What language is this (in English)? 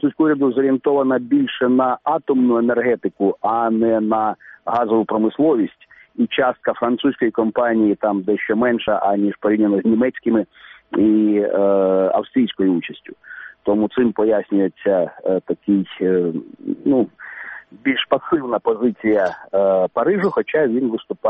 Ukrainian